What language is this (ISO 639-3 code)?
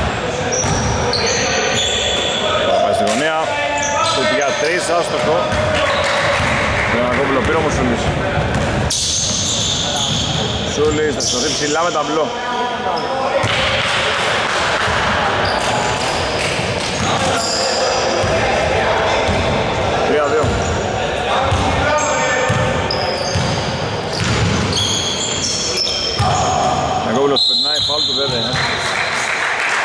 ell